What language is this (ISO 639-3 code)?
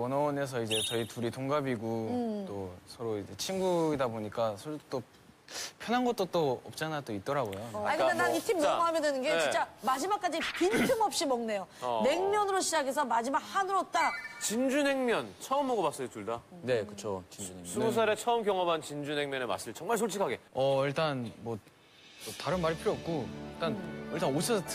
kor